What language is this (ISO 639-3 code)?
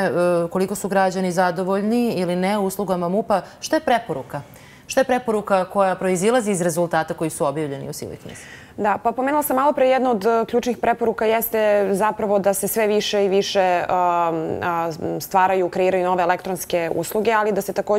srp